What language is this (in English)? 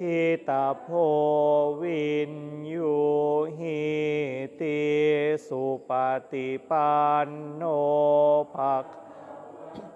Pali